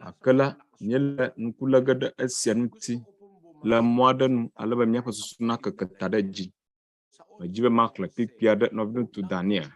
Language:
Ewe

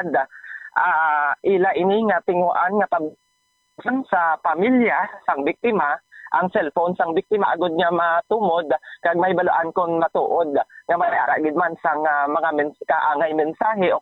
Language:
Hiligaynon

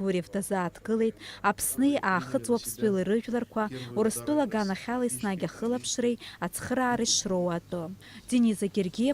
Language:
Abkhazian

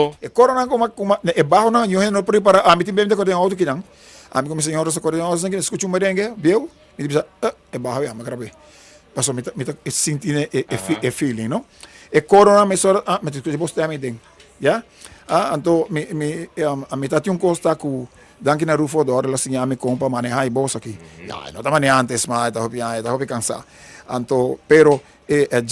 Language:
Papiamento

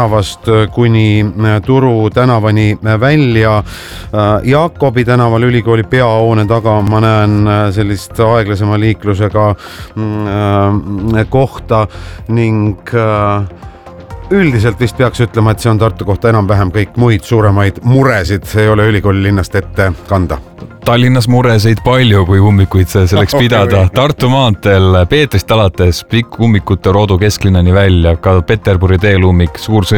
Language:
Estonian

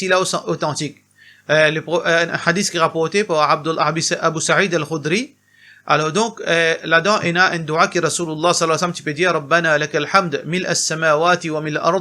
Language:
Morisyen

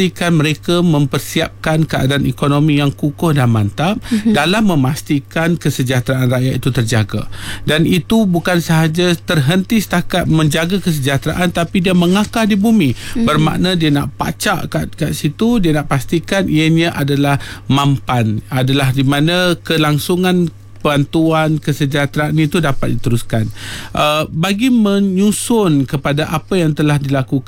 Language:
Malay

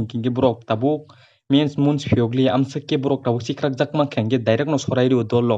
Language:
Kok Borok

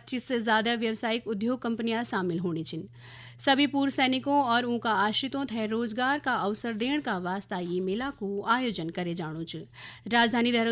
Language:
Garhwali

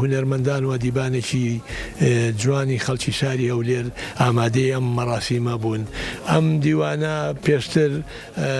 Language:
Central Kurdish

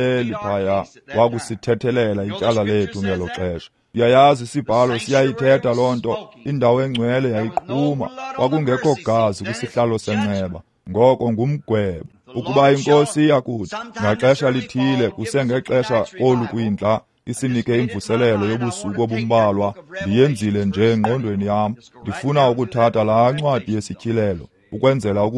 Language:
Xhosa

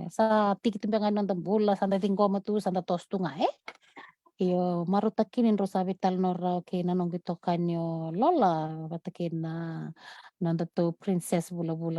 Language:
Fijian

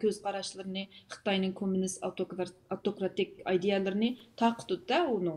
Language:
Uyghur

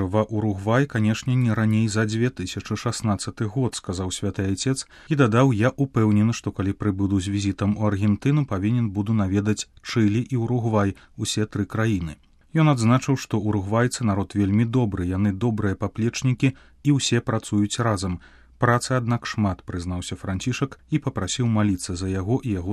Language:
Belarusian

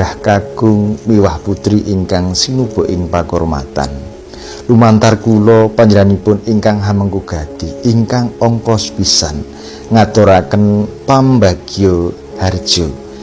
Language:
Javanese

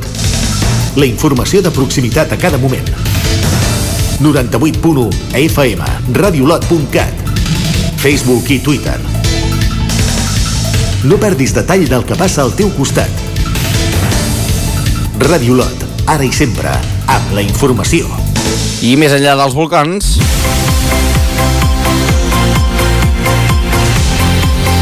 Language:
Catalan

